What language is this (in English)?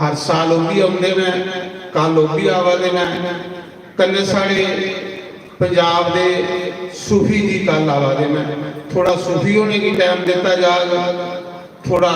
Dogri